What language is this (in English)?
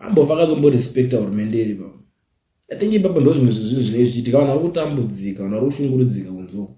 Shona